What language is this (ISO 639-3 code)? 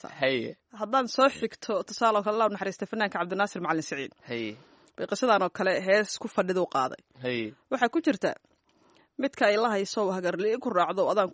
som